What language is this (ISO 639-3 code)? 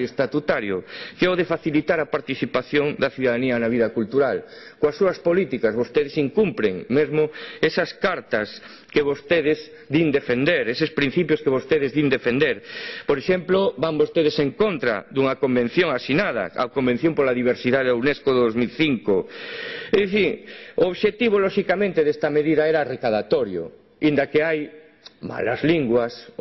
glg